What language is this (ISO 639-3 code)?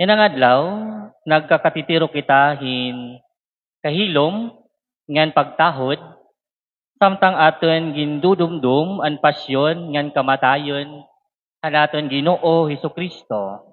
war